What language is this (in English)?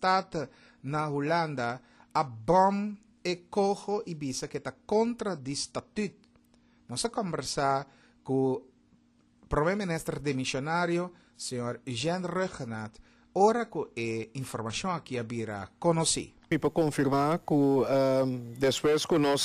Papiamento